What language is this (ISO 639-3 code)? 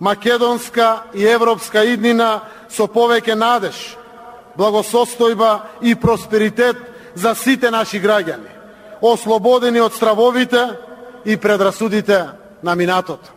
mkd